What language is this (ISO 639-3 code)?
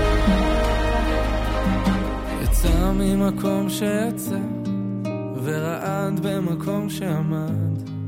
heb